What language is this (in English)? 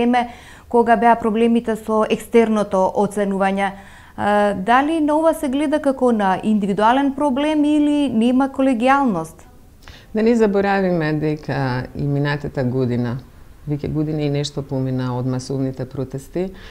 Macedonian